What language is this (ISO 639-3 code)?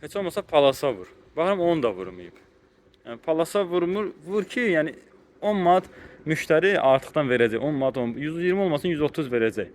aze